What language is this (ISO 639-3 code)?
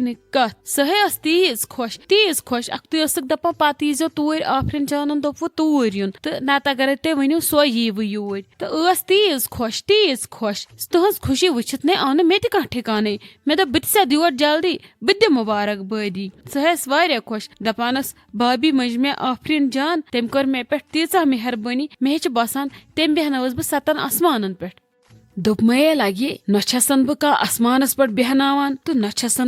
kas